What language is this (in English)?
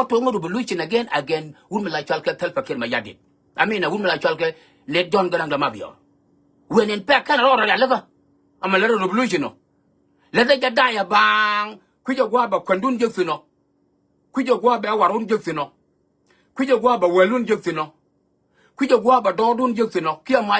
Nuer